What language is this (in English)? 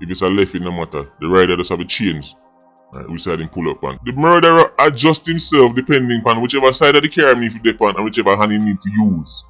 Jamaican Creole English